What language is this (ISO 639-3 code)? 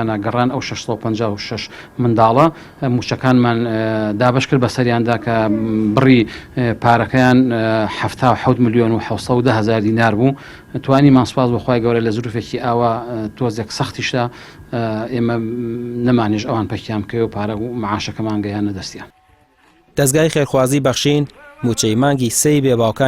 ckb